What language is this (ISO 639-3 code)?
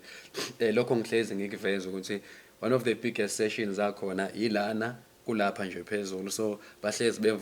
zul